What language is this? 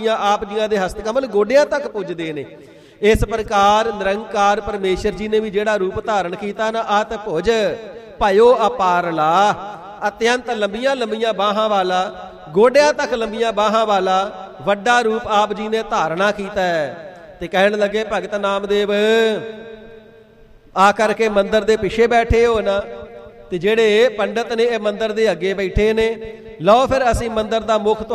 Punjabi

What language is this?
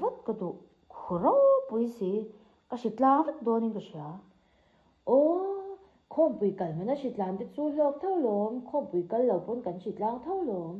Mizo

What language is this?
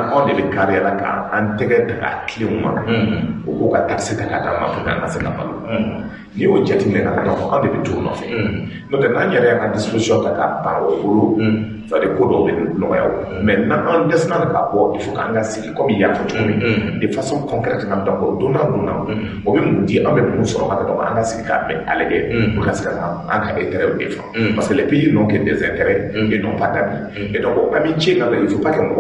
Bambara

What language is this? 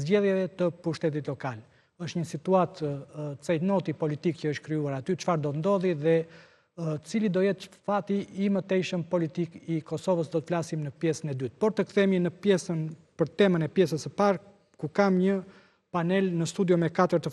Albanian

